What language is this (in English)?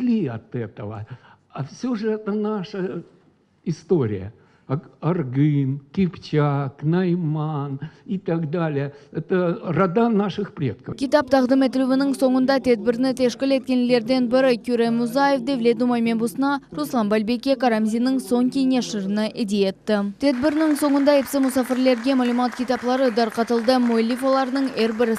Crimean Tatar